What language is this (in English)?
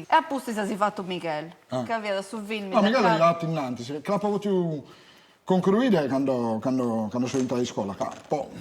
Sardinian